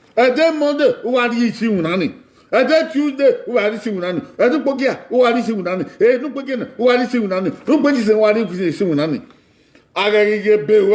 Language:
Bini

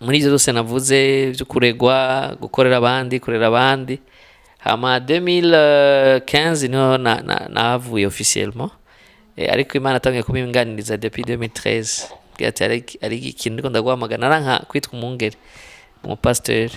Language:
Rundi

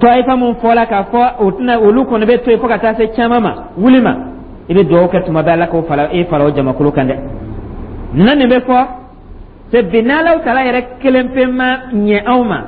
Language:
Dyula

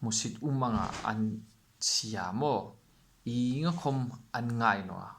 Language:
Hmar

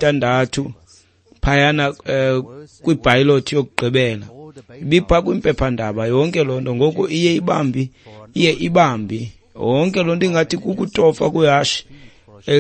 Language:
Xhosa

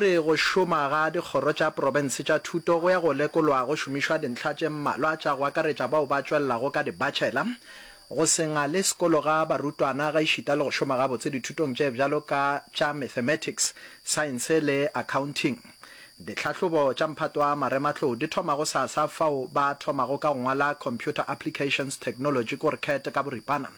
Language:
Northern Sotho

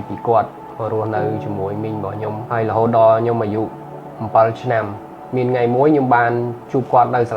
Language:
Khmer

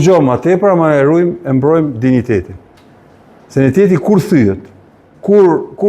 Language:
Albanian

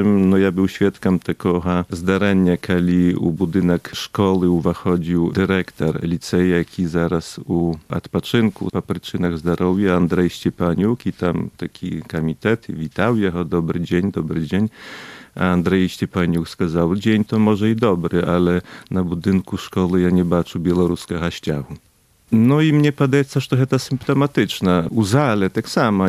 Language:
Belarusian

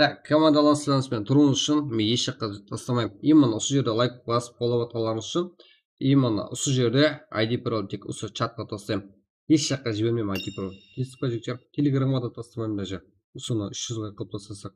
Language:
Kara-Kalpak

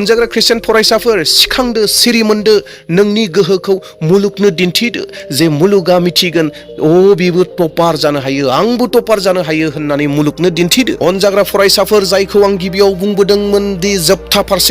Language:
Bodo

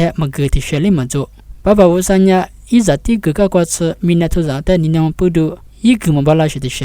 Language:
Lisu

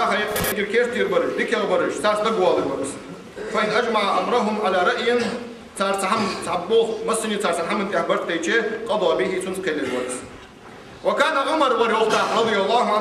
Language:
Ingush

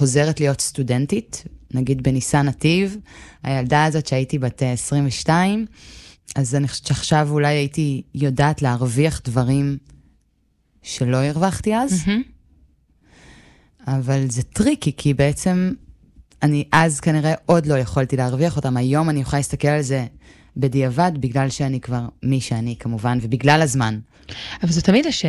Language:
Hebrew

